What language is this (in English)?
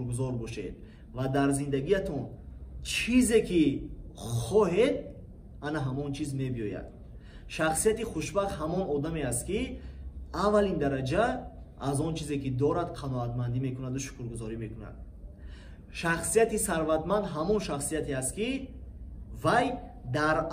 Tajik